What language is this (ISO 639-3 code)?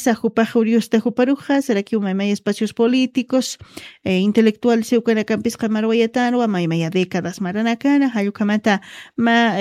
aym